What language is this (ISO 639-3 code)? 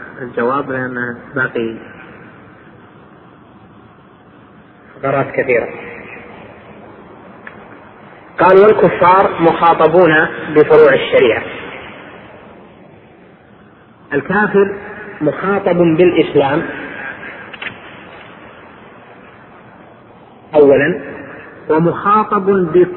ara